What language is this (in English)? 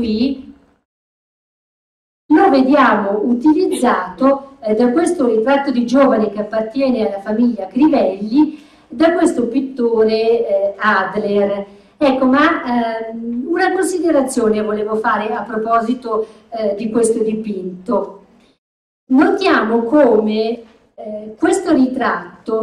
Italian